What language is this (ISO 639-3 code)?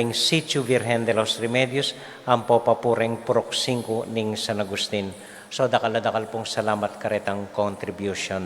pam